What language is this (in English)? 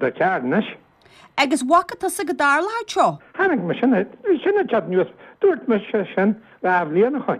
Irish